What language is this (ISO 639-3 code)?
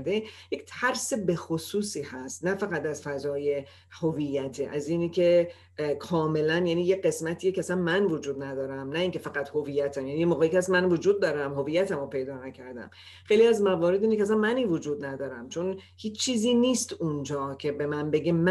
fas